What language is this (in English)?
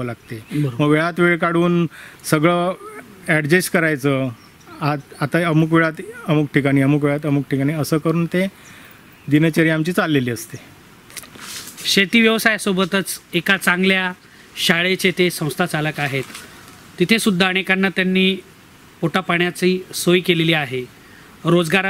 Marathi